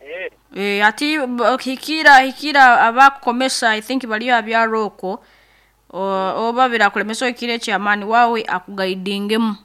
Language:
Nyoro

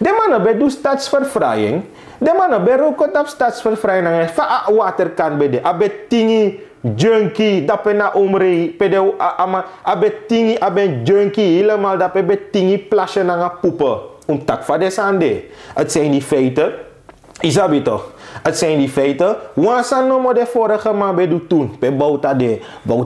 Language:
Sranan Tongo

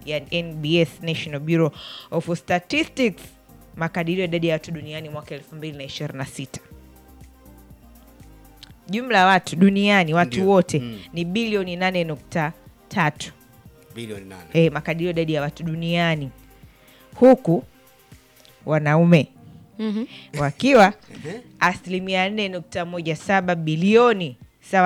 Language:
Swahili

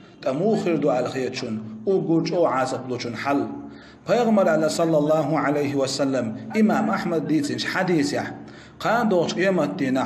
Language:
Chechen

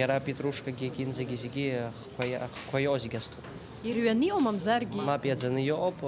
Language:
Abkhazian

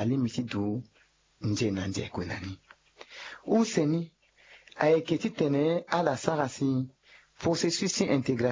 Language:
Sango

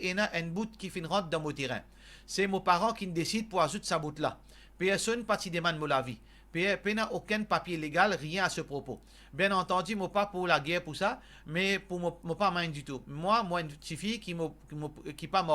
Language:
Morisyen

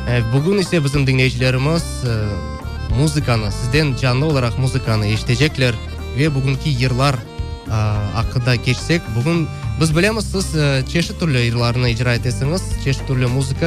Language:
Crimean Tatar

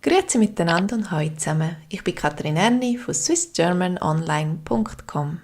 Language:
Swiss German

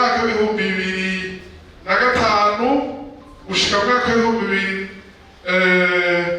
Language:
Rundi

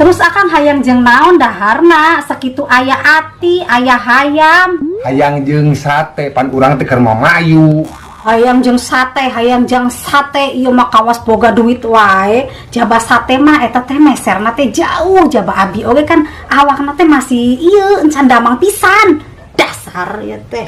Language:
Sundanese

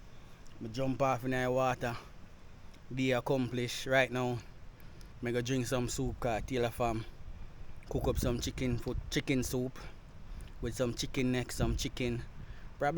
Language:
Jamaican Creole English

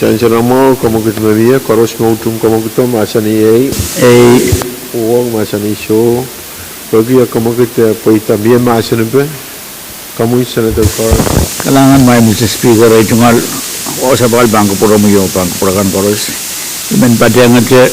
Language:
Pohnpeian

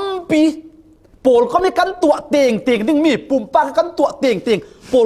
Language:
Falam Chin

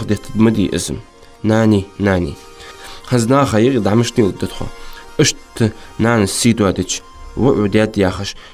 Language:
Ingush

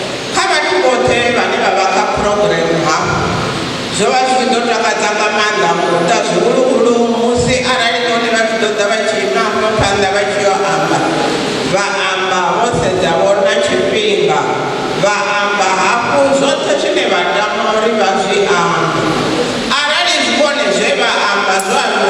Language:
Venda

